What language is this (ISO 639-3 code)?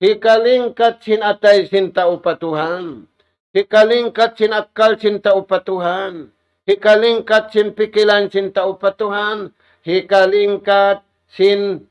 tsg